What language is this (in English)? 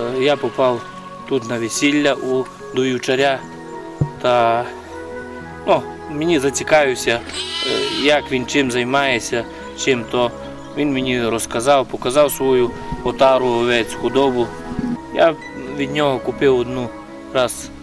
Ukrainian